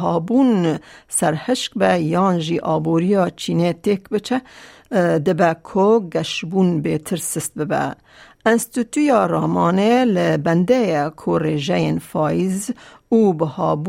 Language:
Kurdish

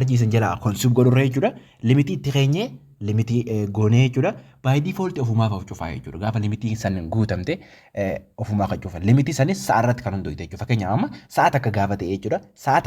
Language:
Oromo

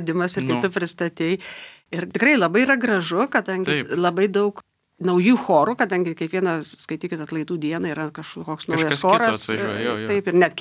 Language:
Lithuanian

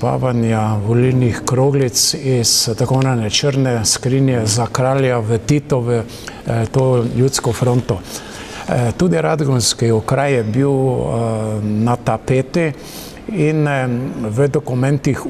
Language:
Slovenian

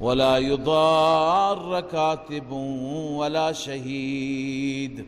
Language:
Persian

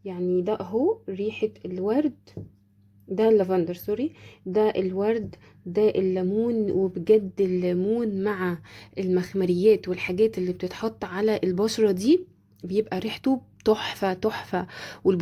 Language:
Egyptian Arabic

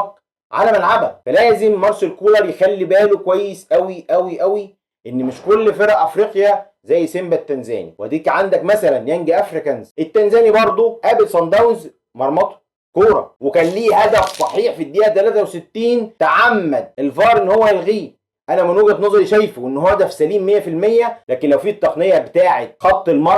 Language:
Egyptian Arabic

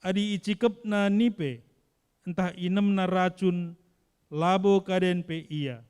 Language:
Batak Karo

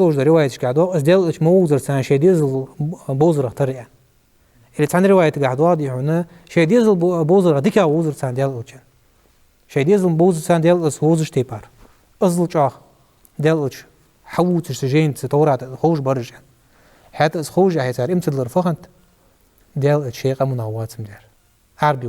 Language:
Ingush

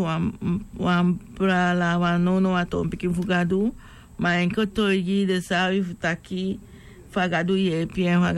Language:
Sranan Tongo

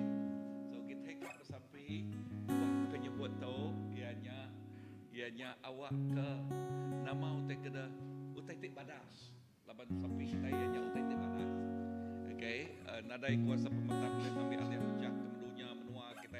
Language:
Iban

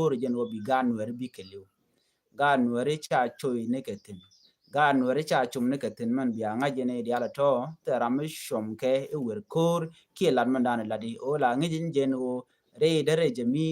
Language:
Nuer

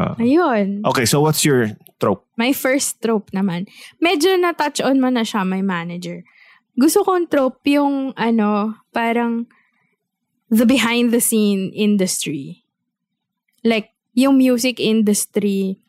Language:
Filipino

